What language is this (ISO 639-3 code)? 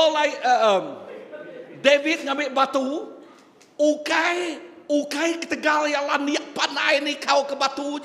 iba